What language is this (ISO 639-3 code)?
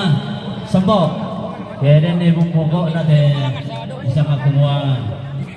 sda